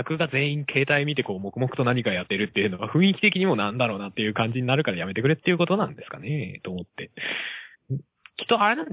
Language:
Japanese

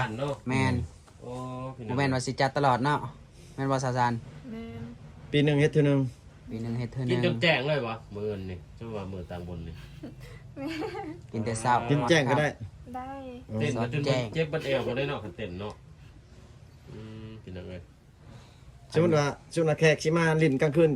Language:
Lao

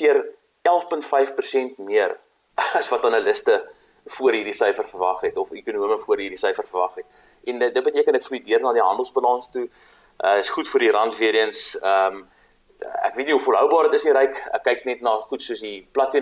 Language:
Afrikaans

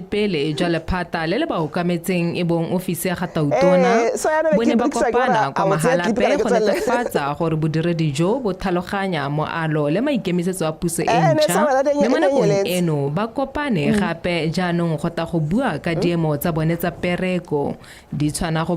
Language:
Tswana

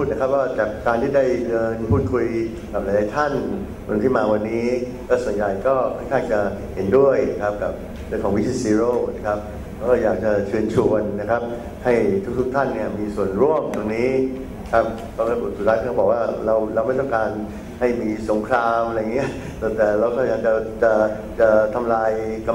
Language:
Thai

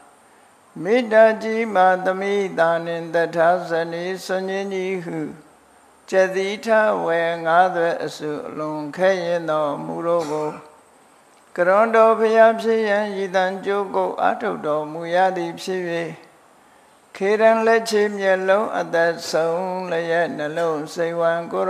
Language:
Burmese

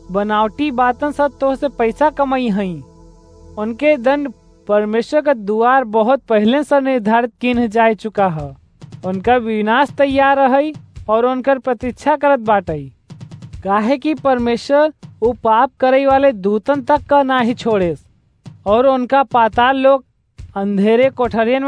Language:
Awadhi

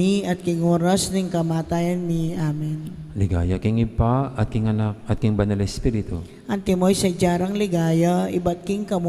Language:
Pampanga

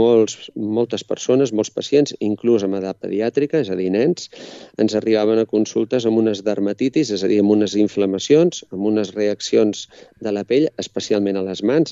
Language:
Catalan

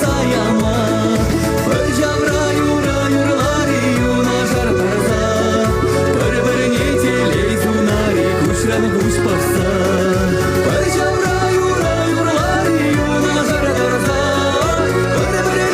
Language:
Chuvash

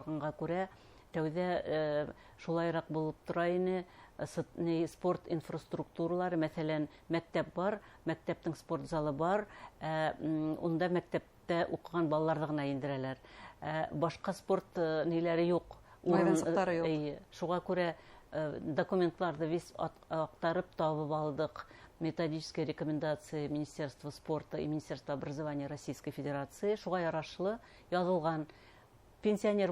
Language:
Bashkir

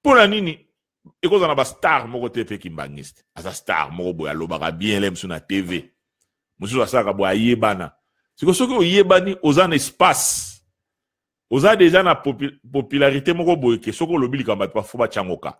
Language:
Lingala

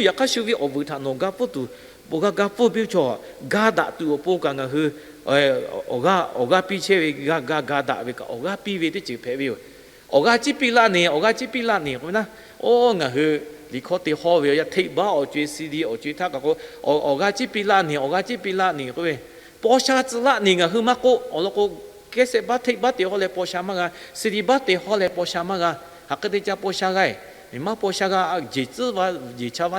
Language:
Lahu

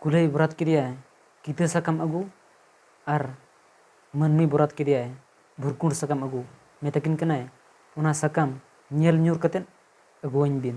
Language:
Santali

